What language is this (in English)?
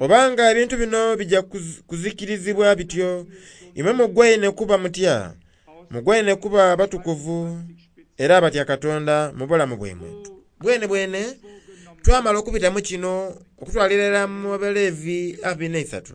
Soga